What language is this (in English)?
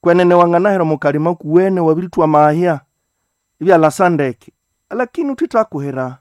Nande